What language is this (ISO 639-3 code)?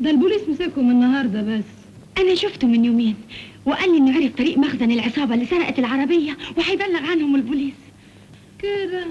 arz